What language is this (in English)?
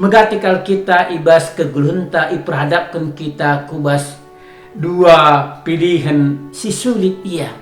Batak Karo